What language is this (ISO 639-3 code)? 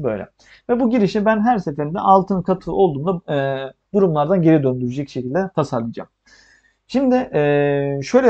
tur